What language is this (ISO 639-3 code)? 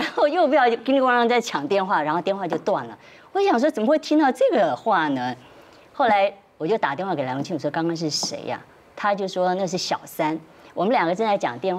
zho